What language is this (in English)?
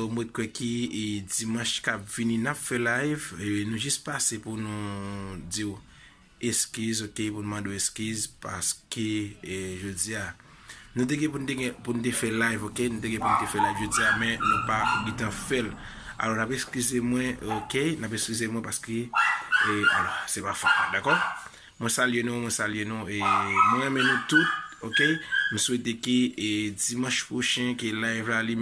Haitian Creole